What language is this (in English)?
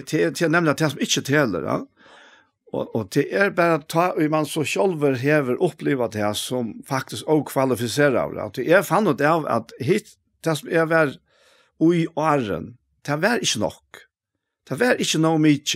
Faroese